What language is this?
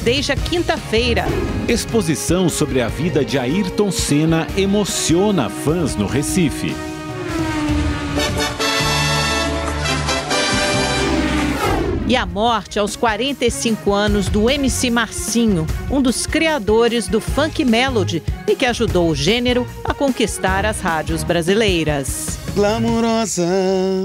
Portuguese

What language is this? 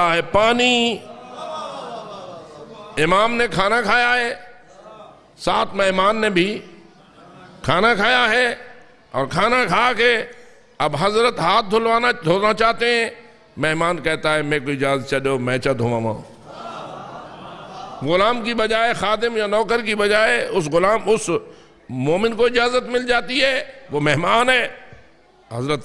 Urdu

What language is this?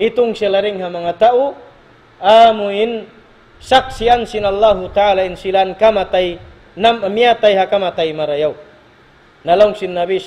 Tausug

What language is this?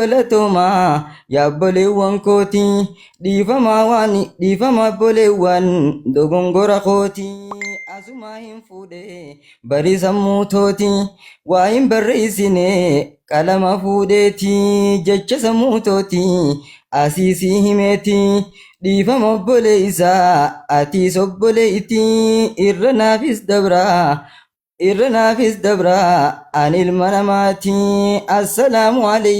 Oromo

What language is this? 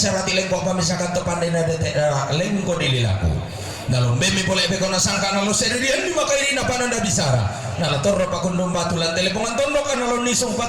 Toraja-Sa'dan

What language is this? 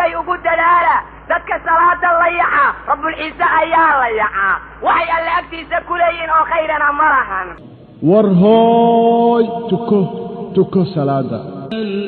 Somali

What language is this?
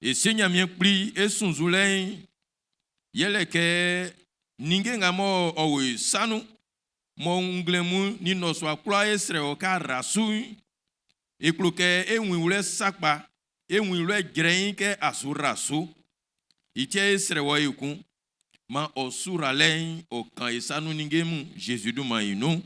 Baoulé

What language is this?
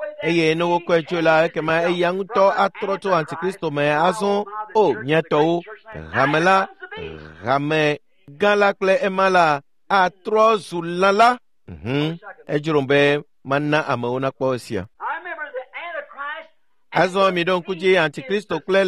Ewe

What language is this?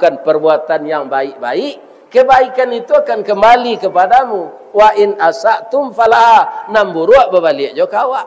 Minangkabau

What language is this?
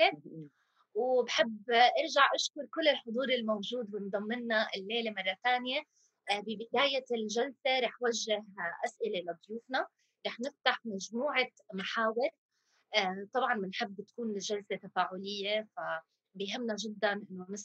North Levantine Arabic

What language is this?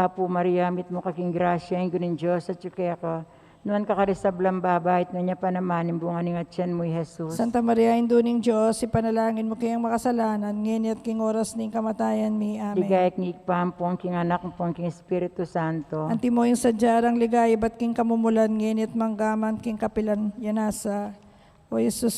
Pampanga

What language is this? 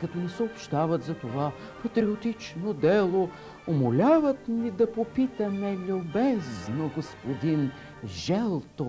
Bulgarian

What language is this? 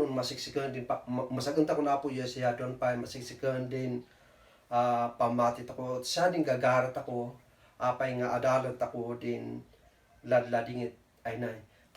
Kankanaey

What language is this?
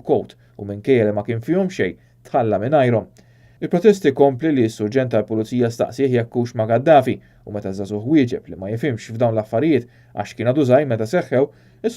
Maltese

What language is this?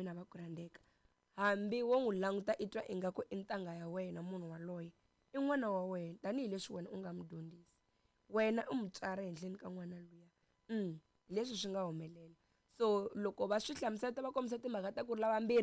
Tsonga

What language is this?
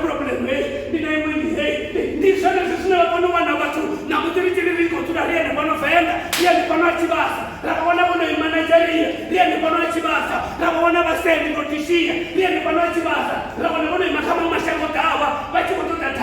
Venda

